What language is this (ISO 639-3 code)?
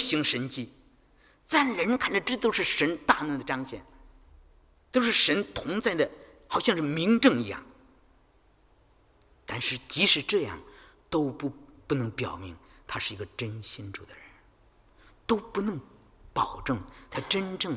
zho